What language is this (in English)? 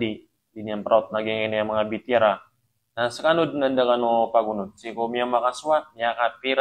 Maranao